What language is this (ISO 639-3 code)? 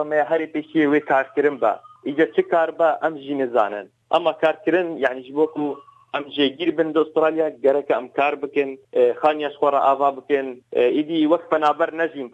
kur